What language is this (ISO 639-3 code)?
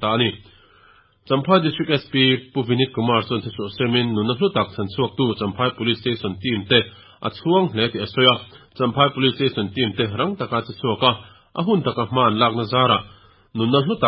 lus